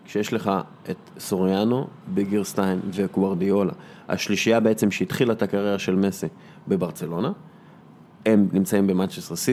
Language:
Hebrew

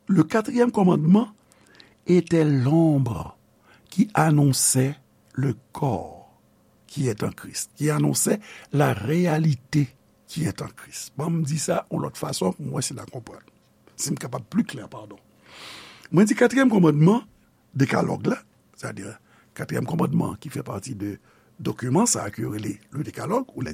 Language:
Haitian Creole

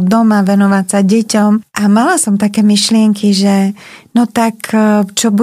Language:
Slovak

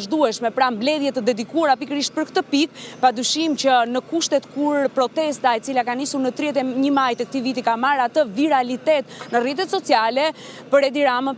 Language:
Albanian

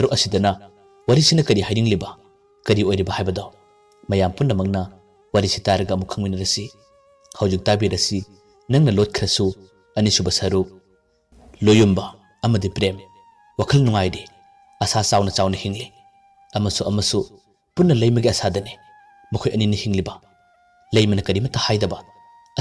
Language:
Manipuri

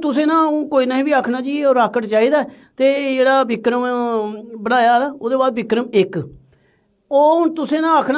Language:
Dogri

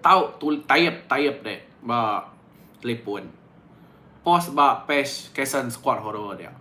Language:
Iban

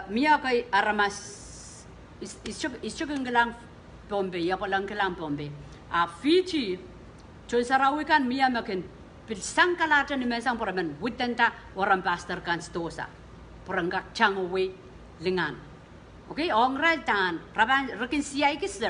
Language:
Pohnpeian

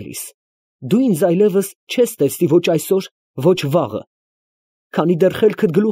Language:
Armenian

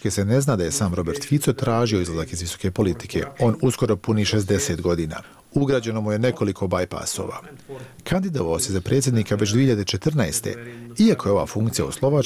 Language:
Bosnian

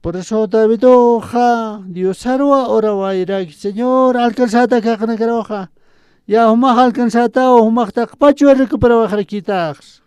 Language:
Aymara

